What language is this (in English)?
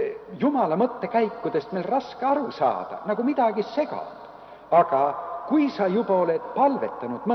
Estonian